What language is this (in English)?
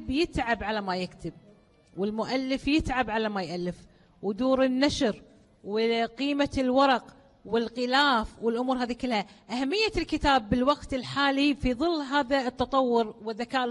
Gulf Arabic